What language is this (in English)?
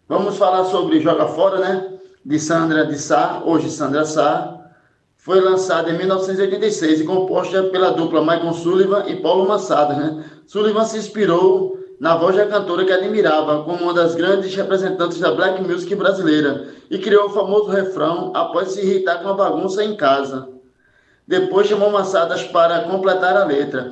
Portuguese